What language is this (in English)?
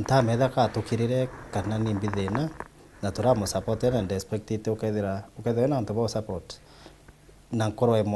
Meru